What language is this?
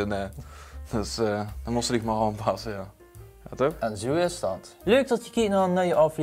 Limburgish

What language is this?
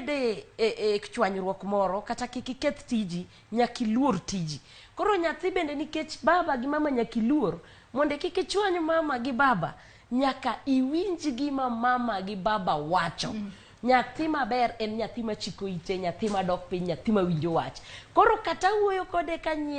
Luo (Kenya and Tanzania)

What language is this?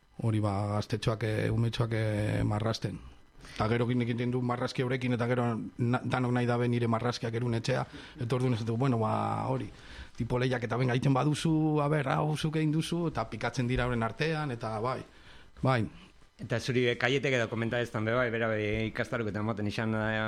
Basque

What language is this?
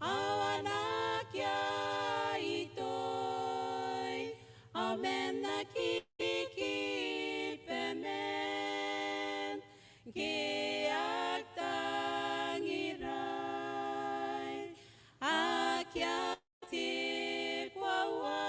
Gilbertese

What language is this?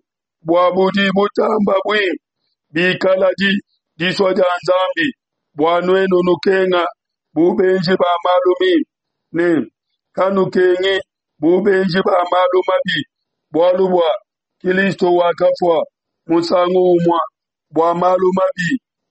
Luba-Lulua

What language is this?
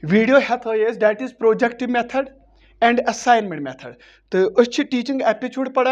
Kashmiri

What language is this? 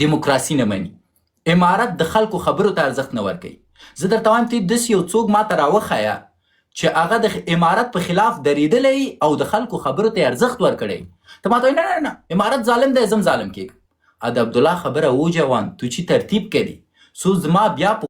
Pashto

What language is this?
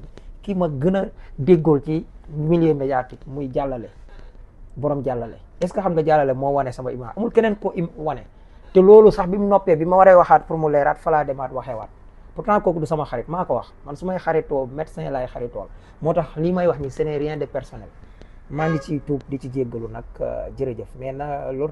Wolof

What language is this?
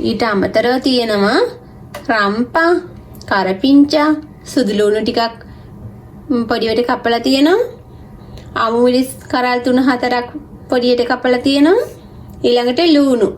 Sinhala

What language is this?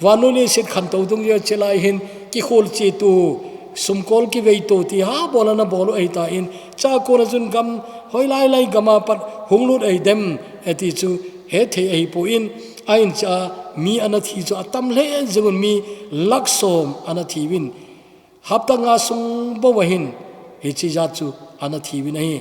Thado Chin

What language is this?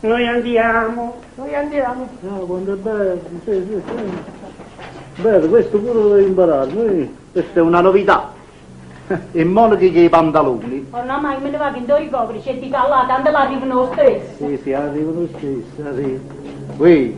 Neapolitan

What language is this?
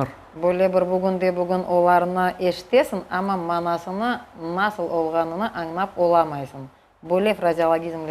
Crimean Tatar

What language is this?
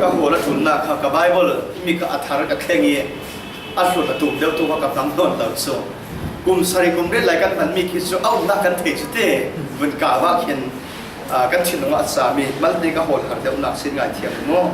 Falam Chin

